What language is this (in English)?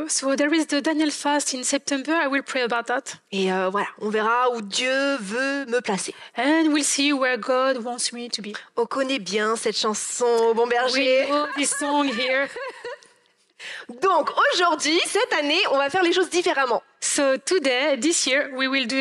French